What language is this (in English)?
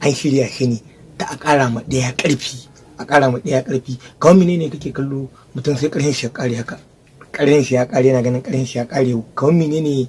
Hausa